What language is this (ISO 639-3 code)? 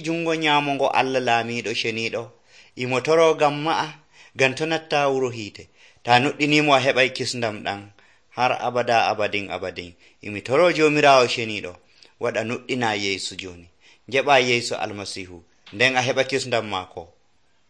fuv